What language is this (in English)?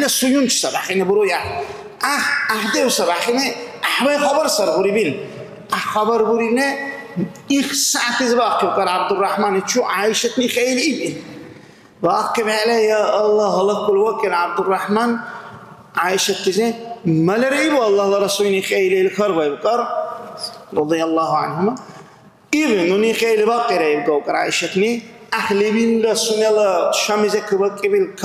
Dargwa